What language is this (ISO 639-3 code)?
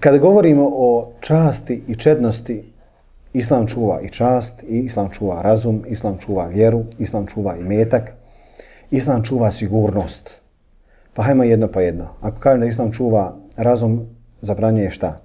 bos